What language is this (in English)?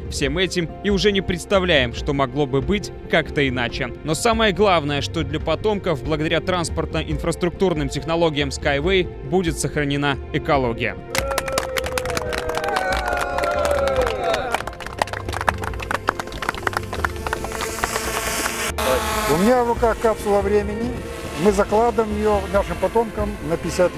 Russian